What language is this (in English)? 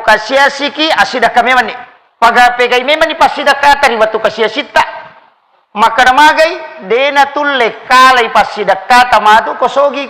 Buginese